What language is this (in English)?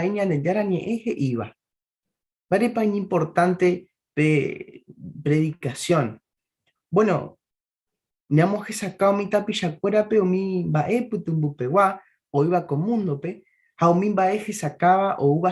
Guarani